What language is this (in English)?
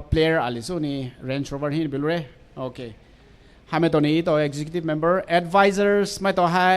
Poumei Naga